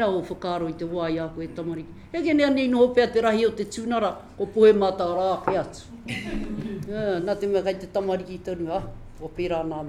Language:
Māori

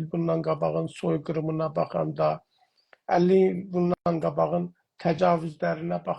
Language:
South Azerbaijani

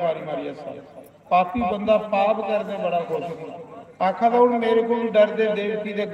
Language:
Dogri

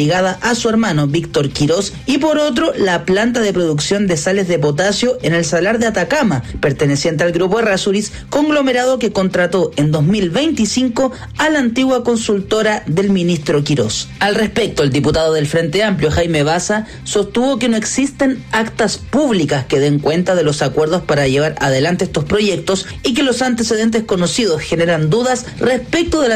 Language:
Spanish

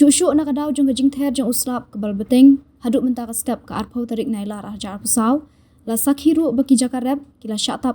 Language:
Khasi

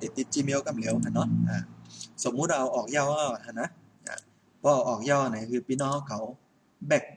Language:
Shan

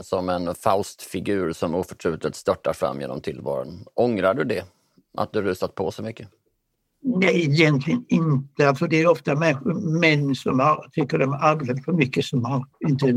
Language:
Swedish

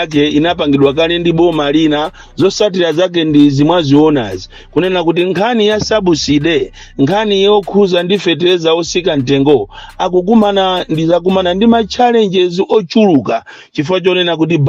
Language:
Nyanja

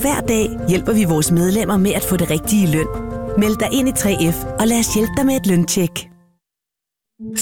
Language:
Danish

